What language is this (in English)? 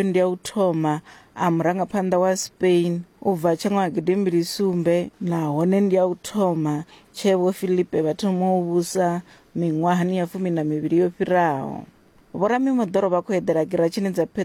Venda